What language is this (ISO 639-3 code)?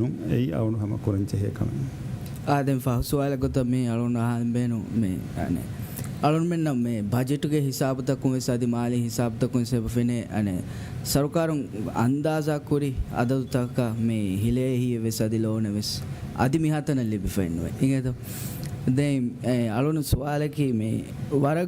div